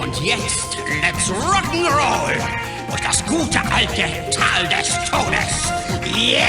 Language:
Bavarian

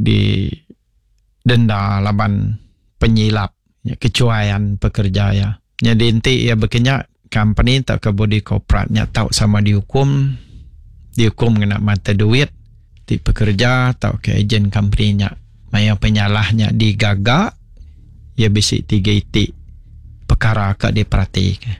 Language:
Iban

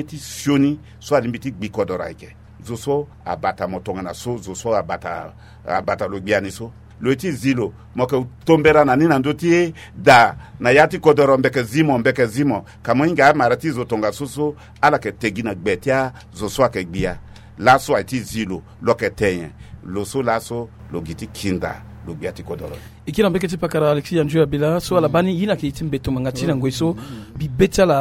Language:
Sango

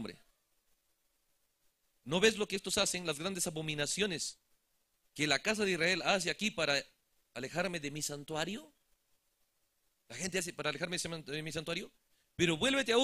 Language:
Spanish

